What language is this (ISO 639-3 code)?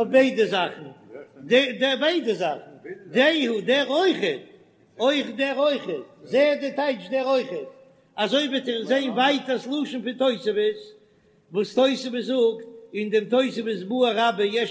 yid